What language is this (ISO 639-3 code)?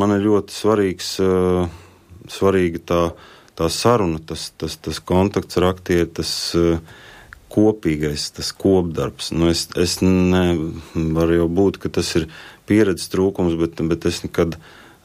lav